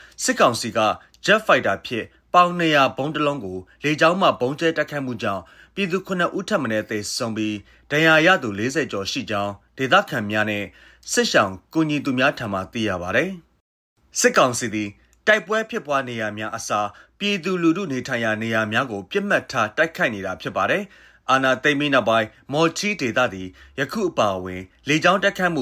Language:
Burmese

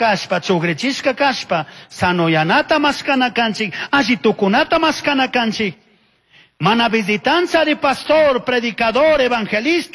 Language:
Chimborazo Highland Quichua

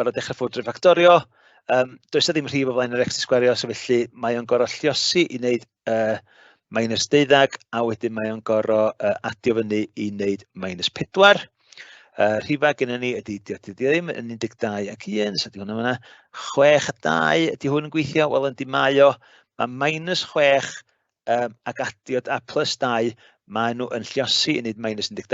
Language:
Welsh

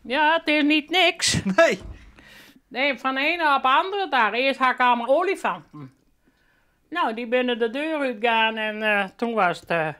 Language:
Western Frisian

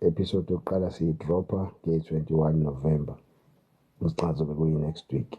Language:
Zulu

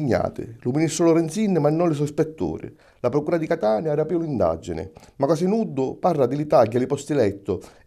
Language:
Sicilian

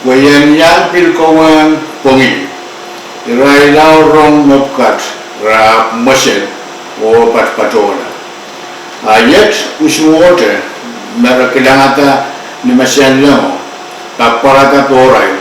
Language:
Pohnpeian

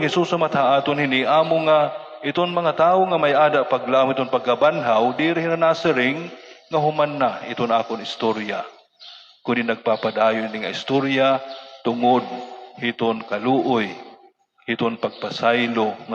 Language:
Waray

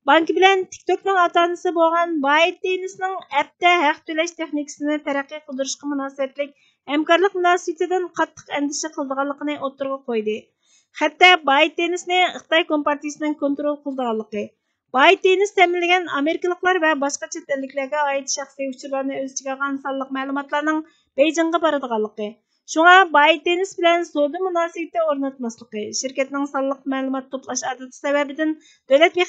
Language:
Uyghur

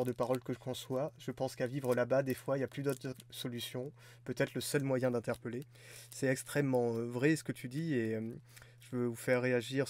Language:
French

